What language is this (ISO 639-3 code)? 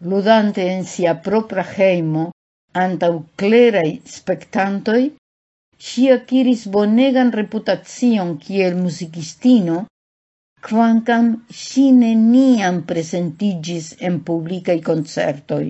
epo